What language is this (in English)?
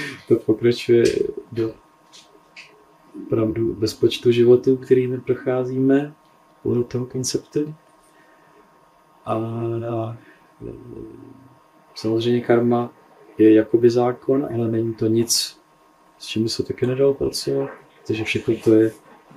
Czech